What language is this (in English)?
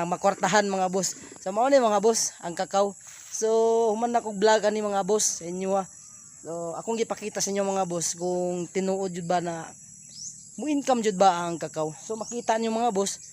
Cebuano